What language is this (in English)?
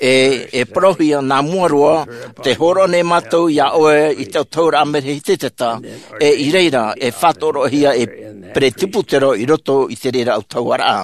Tahitian